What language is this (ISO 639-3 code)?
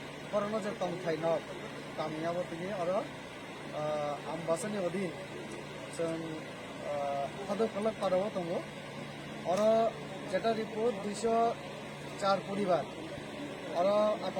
trp